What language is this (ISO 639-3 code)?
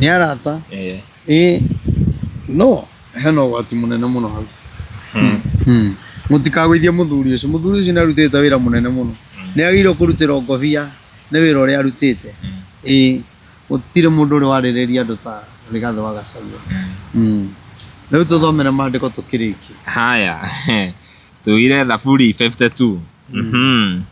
kik